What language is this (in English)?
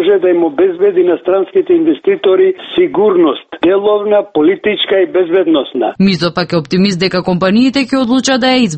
Macedonian